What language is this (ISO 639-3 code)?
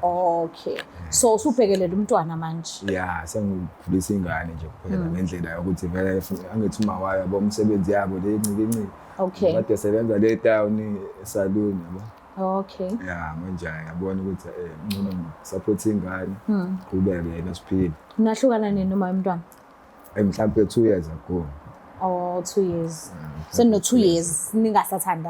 zul